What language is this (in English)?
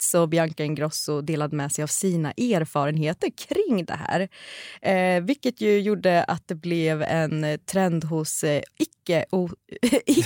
Swedish